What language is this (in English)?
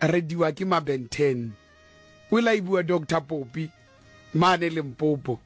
Southern Sotho